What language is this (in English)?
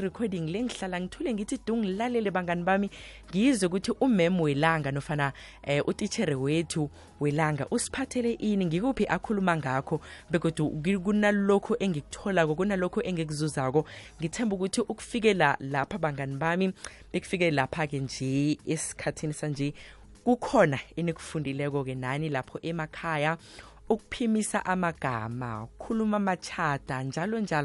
South Ndebele